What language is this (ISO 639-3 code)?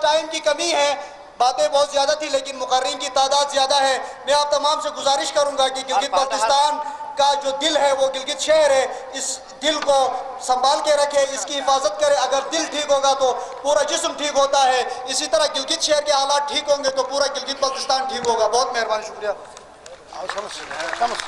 urd